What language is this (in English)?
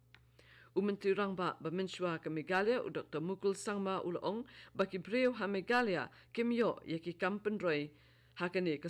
Khasi